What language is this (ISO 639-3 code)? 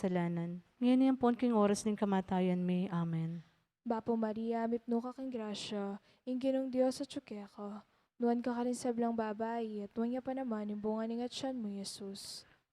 pam